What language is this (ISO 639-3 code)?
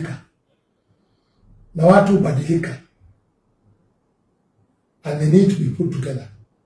swa